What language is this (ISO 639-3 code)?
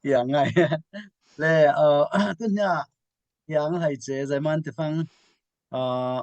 cfm